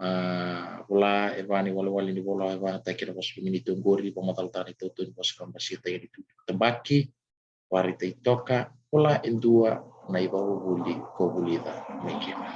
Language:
Fijian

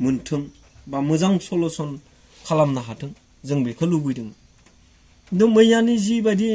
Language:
Bodo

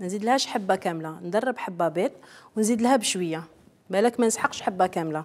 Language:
Algerian Arabic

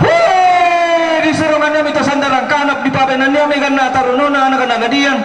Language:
Toraja-Sa'dan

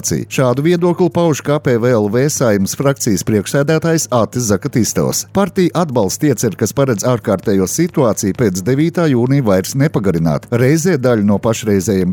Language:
Latvian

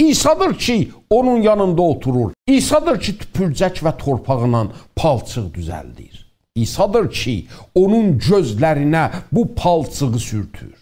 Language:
South Azerbaijani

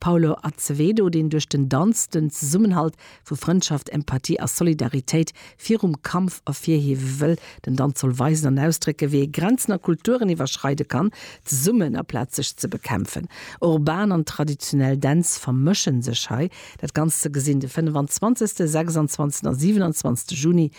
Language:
Luxembourgish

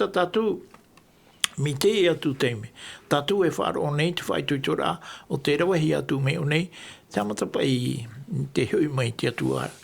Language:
Tahitian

